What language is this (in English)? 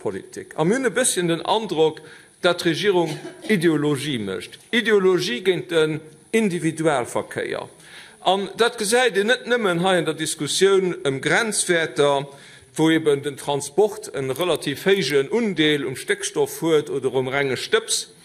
Luxembourgish